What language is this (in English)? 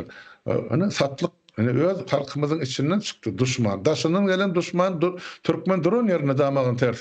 Turkmen